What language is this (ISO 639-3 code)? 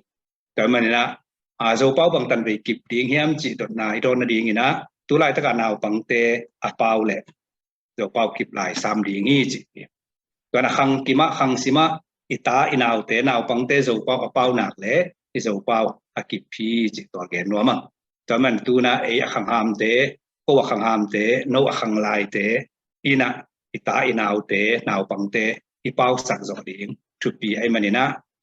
ctd